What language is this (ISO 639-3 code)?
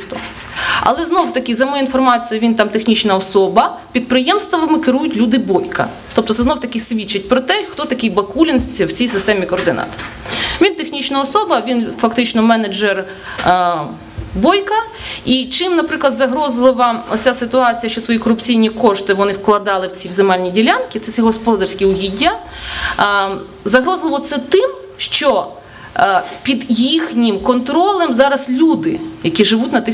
ukr